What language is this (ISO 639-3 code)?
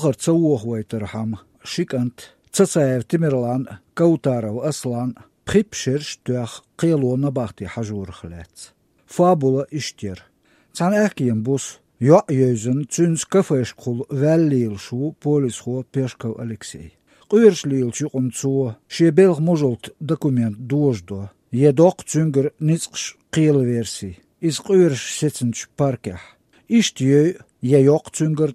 che